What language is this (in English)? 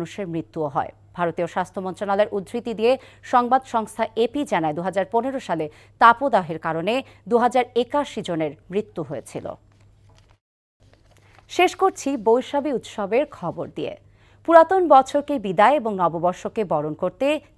Bangla